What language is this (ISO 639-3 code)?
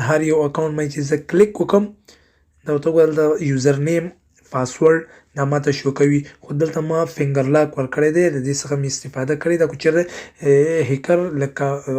pus